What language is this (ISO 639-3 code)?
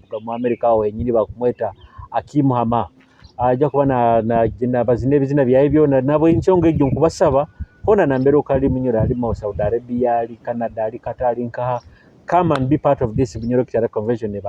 nyo